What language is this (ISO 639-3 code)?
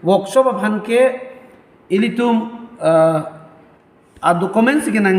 mjw